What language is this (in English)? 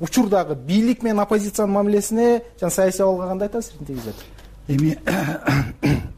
Kyrgyz